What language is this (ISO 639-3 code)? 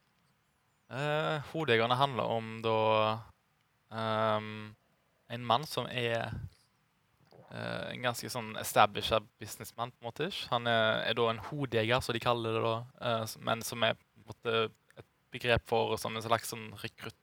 nor